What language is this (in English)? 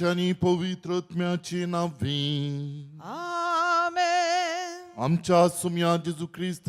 Konkani